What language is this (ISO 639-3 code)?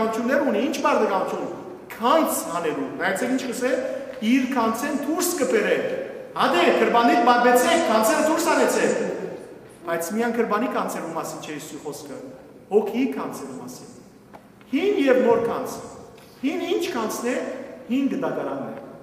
hyw